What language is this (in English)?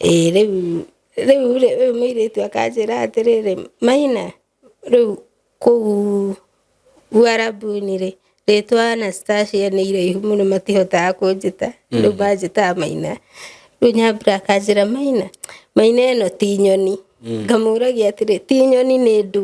Kikuyu